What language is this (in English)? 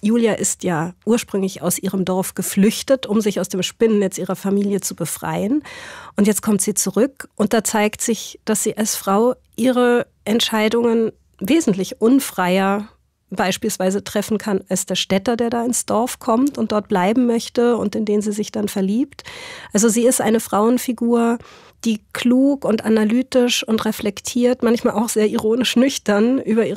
Swiss German